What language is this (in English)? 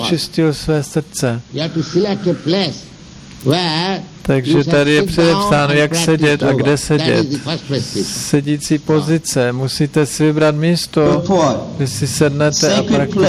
Czech